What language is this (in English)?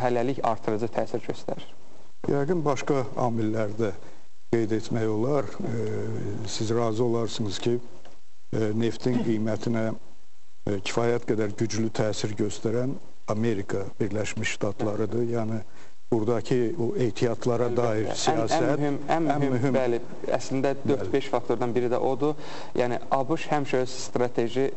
Azerbaijani